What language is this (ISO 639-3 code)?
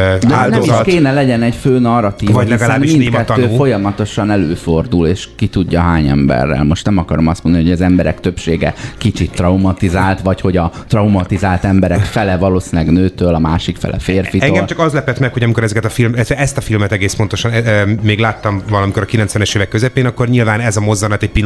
hun